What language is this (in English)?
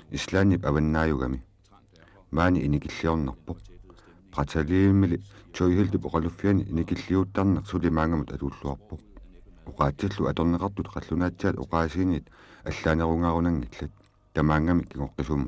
Kalaallisut